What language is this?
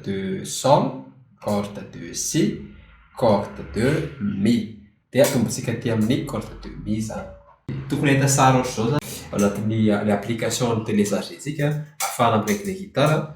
Malagasy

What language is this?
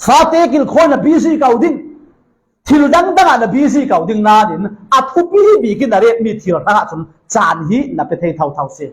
Falam Chin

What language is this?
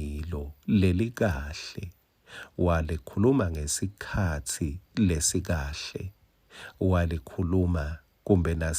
Swati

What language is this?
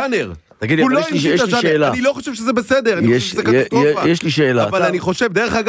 Hebrew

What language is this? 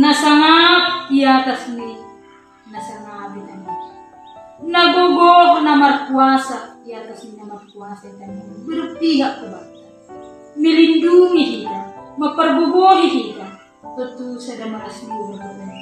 Batak Simalungun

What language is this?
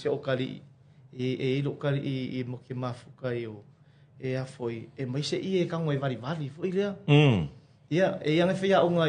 Samoan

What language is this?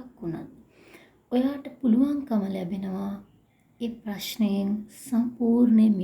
Sinhala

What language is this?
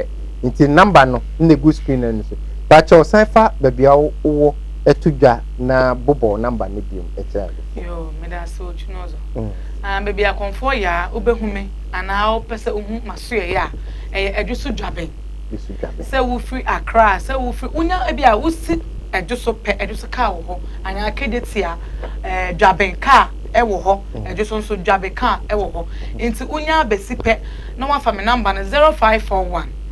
Akan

